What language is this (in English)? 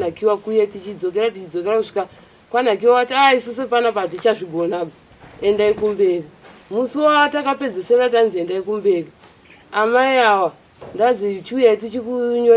Shona